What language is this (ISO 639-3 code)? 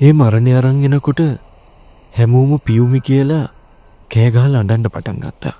sin